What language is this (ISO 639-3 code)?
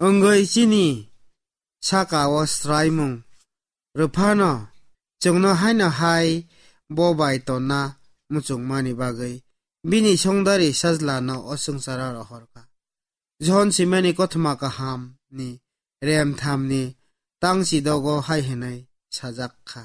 trp